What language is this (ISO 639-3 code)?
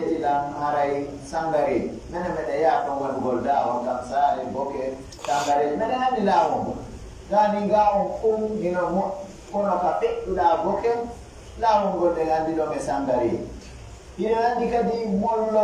fuf